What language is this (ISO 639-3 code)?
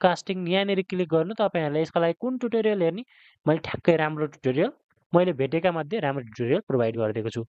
nep